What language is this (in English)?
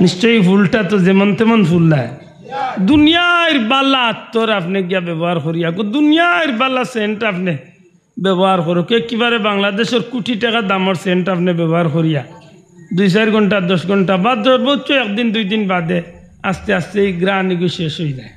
Sylheti